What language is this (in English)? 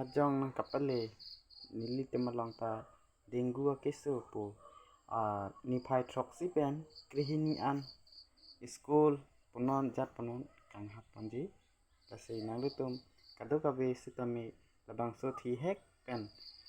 Karbi